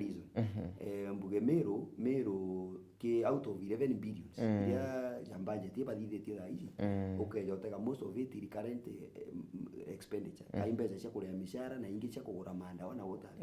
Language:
Meru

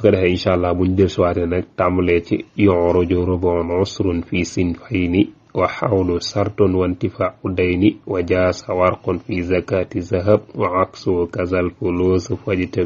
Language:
Wolof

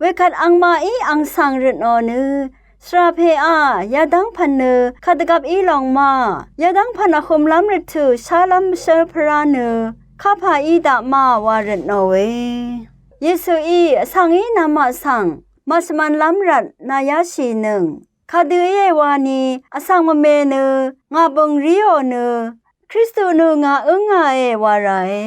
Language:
Rawang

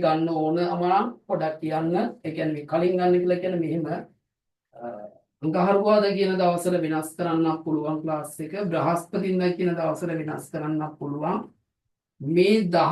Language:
Sinhala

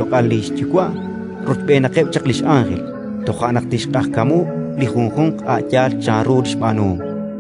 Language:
Kekchí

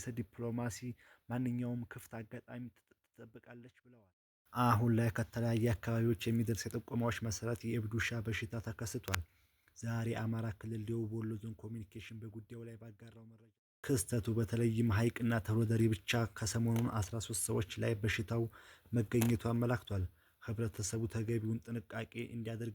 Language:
Amharic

